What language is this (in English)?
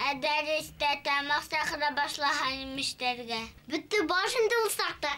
Bashkir